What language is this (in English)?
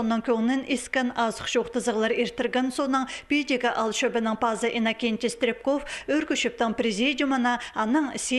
Khakas